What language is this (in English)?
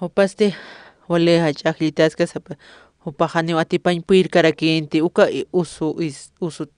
Aymara